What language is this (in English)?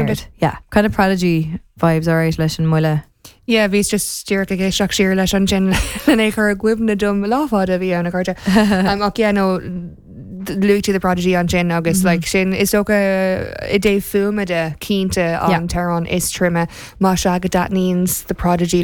Irish